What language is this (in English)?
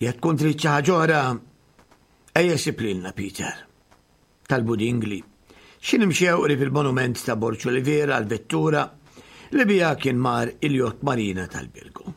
Maltese